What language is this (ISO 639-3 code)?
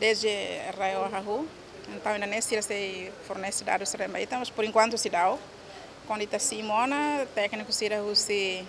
tet